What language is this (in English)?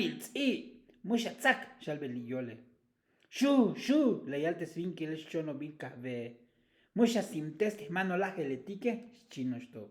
Tzotzil